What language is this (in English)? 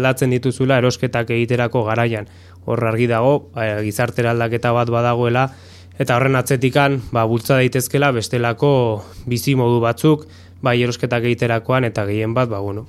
Basque